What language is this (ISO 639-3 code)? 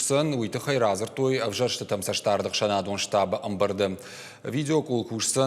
oss